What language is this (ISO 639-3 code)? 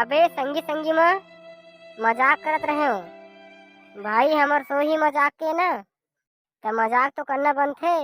hne